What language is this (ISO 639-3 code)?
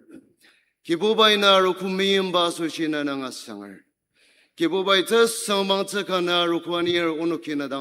njo